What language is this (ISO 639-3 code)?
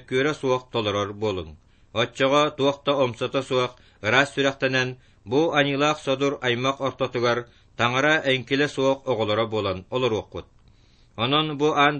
sah